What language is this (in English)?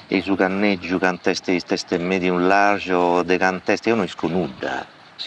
Sardinian